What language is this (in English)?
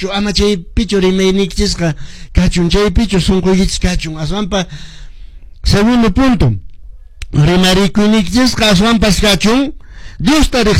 Quechua